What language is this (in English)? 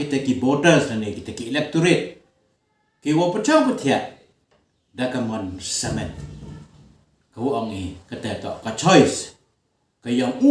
Khasi